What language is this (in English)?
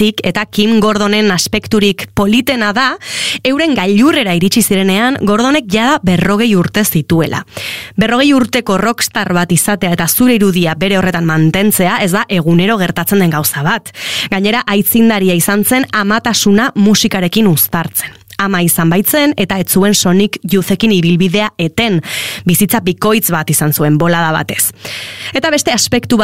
Basque